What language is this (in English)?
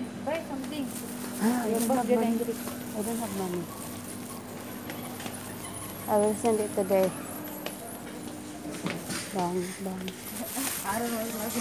Filipino